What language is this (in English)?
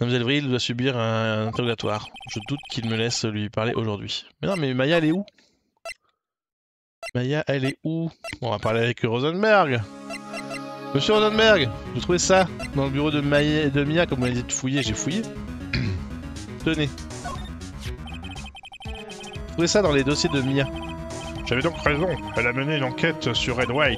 French